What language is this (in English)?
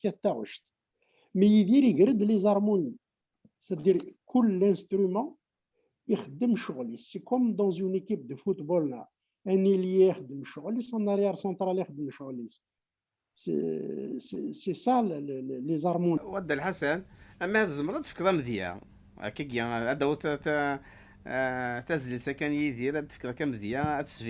Kabyle